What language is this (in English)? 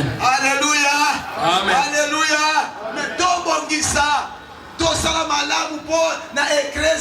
Lingala